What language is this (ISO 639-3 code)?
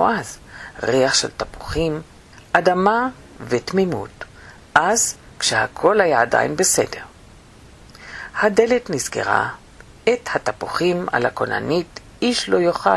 heb